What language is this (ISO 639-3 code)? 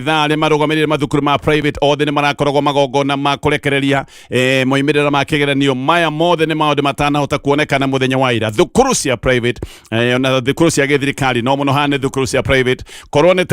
kik